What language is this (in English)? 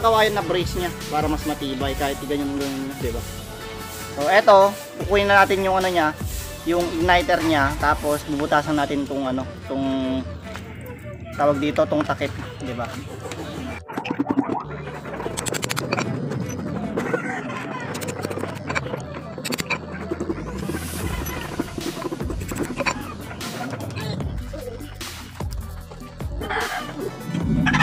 Filipino